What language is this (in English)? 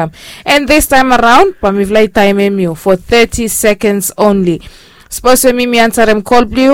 Bislama